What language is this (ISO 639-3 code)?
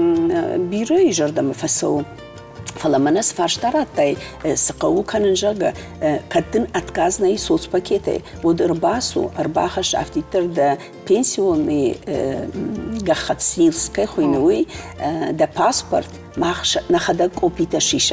oss